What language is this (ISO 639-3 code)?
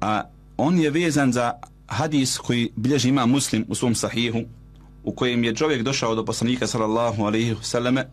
bos